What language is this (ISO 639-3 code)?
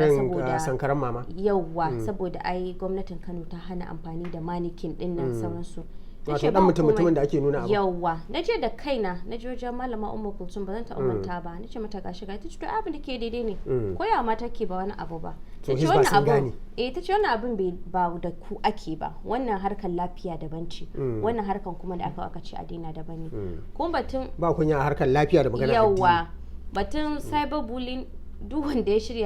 hau